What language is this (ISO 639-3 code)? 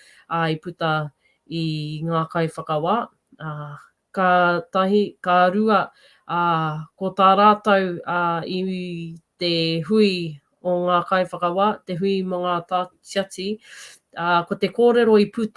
mri